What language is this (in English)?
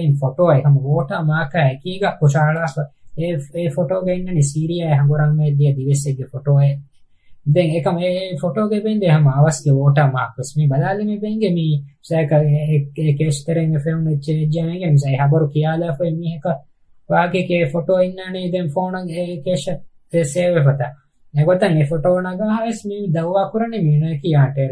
Divehi